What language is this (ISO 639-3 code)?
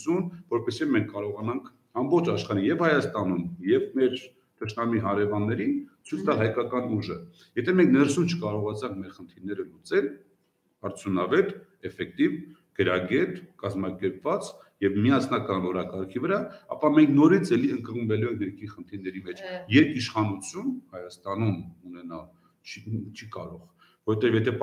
hye